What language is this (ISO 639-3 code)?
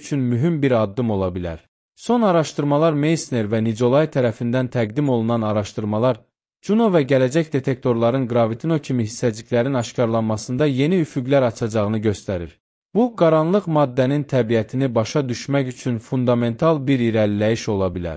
aze